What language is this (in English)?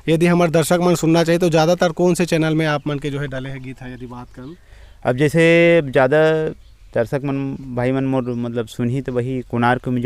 Chhattisgarhi